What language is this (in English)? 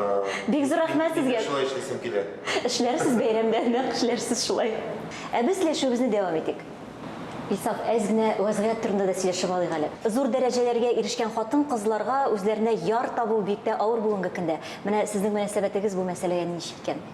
Tatar